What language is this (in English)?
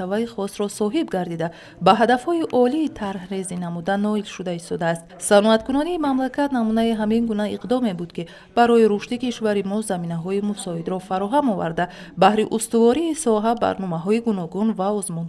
Tajik